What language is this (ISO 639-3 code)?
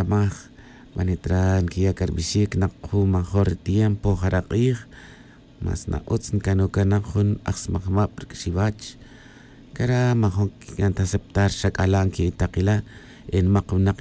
tzj